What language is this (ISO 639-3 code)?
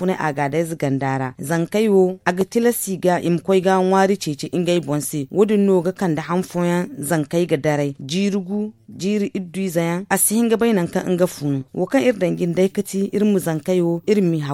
dje